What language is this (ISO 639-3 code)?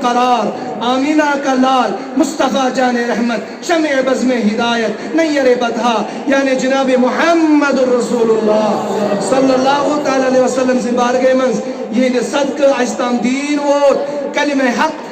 kas